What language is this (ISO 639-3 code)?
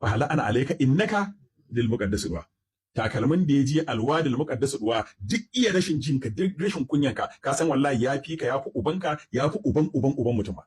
hau